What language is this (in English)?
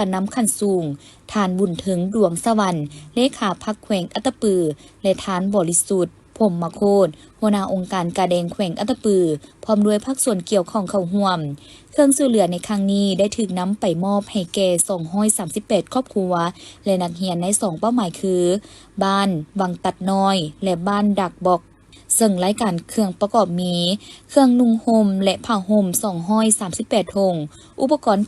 Lao